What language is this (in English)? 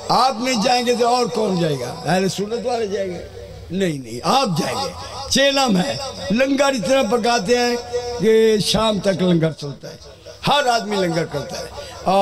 Urdu